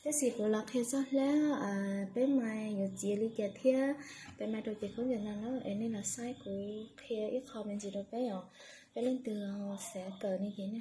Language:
Hmong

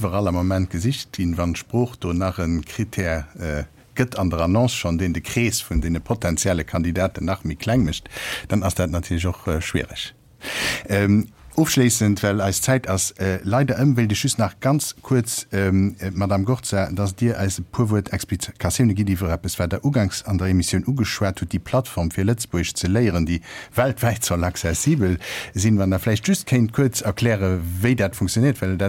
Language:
Luxembourgish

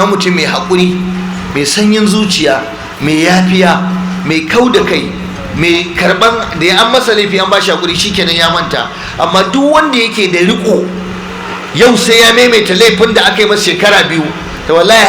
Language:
Hausa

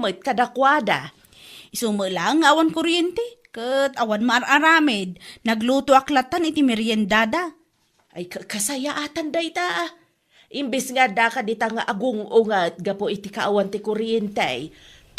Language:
Iloko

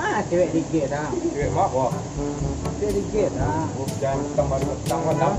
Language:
Minangkabau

